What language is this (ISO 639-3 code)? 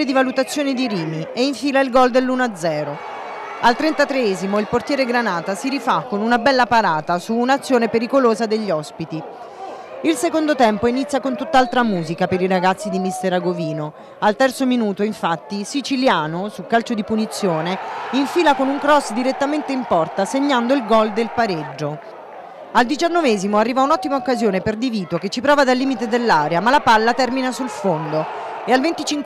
ita